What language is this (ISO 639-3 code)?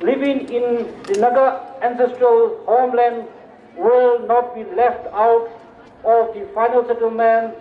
nmf